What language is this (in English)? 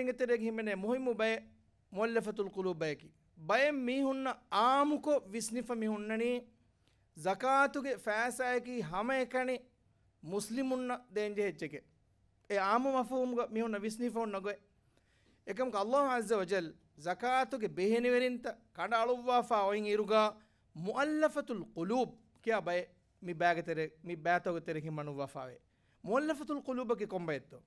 Divehi